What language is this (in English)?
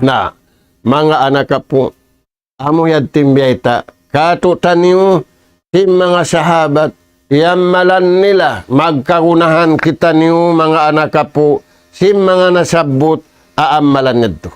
Tausug